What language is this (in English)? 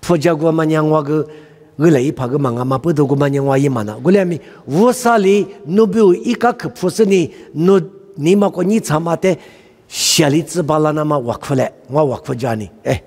Lisu